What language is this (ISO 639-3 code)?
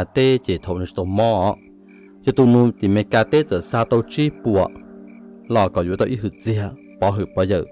hmn